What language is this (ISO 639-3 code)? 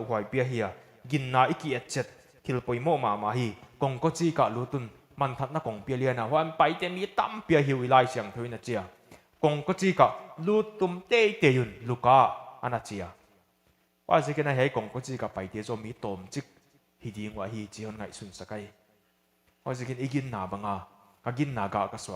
pck